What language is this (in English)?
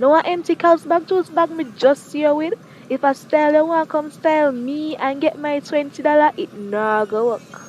Jamaican Creole English